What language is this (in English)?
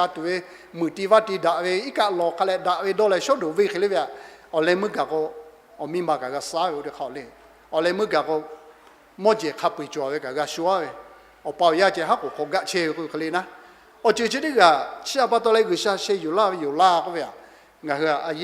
Lahu